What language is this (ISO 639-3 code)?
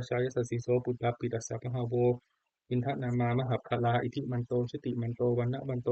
pli